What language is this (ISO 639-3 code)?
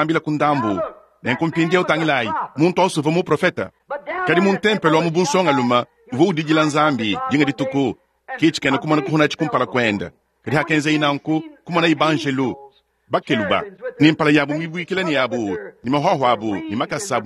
lua